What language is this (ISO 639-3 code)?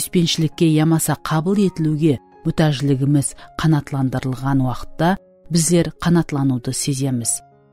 kaa